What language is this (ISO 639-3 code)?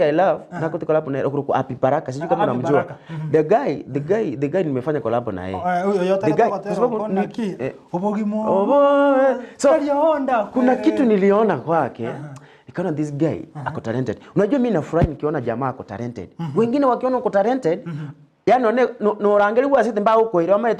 guz